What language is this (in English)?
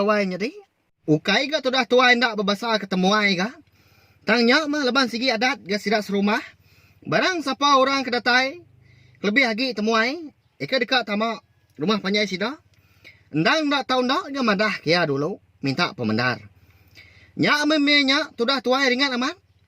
Iban